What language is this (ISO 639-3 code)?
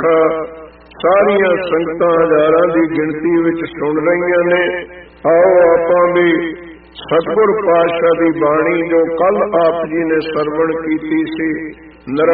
pan